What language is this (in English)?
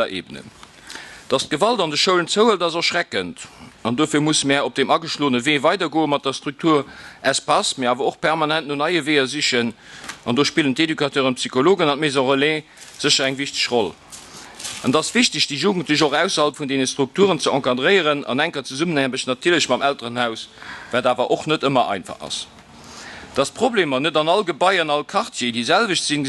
Luxembourgish